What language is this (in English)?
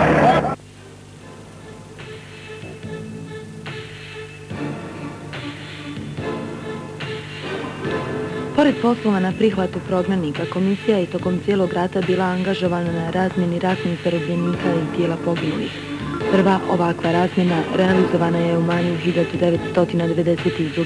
Bosnian